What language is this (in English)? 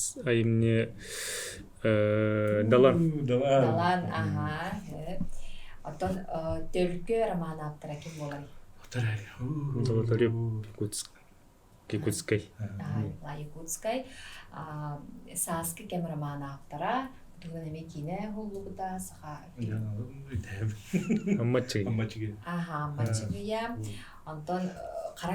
Yakut